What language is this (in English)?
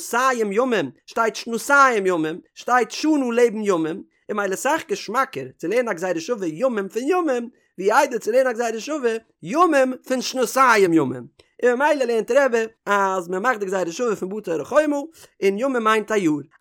Yiddish